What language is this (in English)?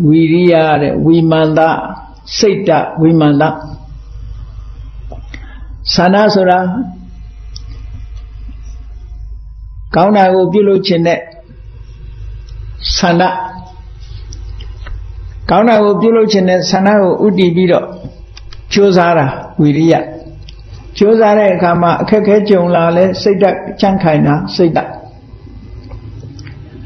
Burmese